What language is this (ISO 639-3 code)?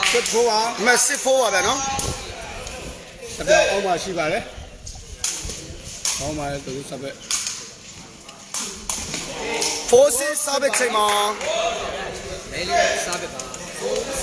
mya